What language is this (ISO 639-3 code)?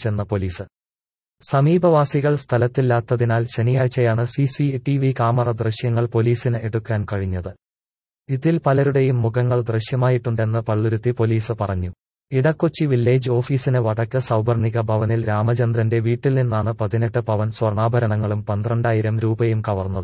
mal